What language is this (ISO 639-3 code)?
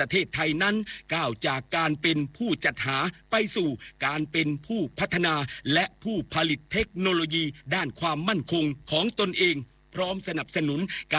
tha